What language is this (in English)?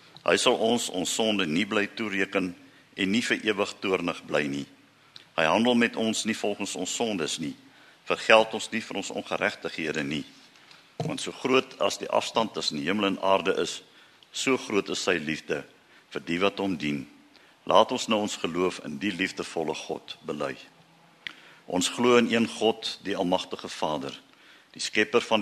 Afrikaans